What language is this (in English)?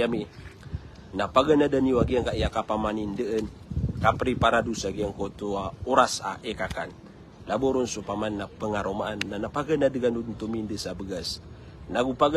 Maranao